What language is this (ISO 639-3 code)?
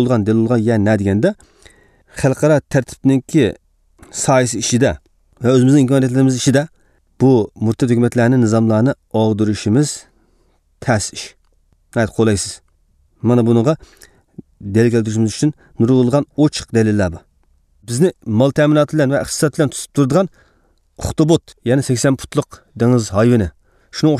uig